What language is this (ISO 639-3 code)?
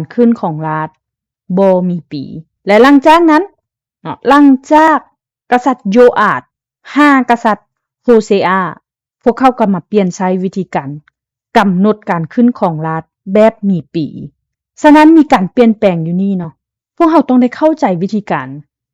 lao